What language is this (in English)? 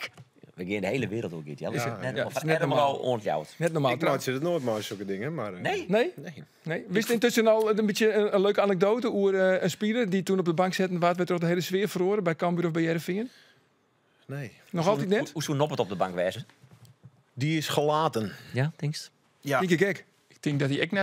Western Frisian